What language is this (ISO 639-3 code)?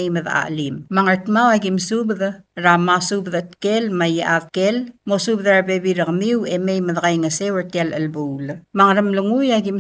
pau